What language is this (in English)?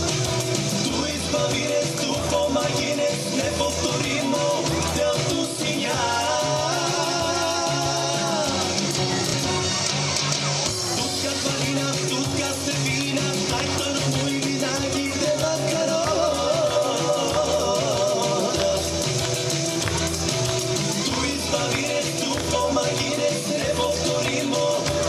Bulgarian